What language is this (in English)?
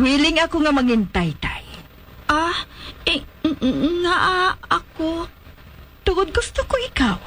Hiligaynon